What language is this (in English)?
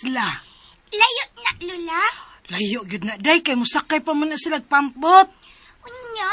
Cebuano